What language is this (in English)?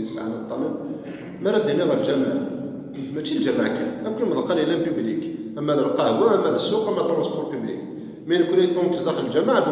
Kabyle